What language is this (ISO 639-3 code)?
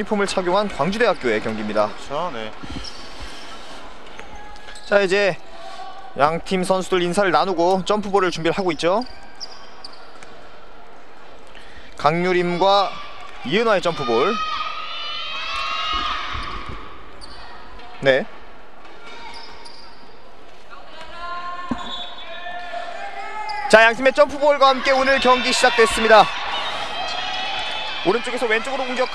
kor